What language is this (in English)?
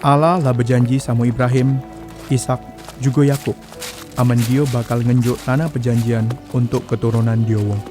Musi